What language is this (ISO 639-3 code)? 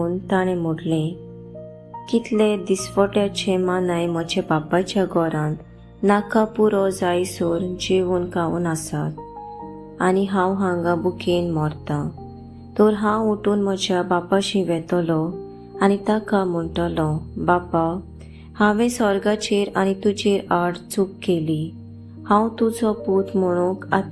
kok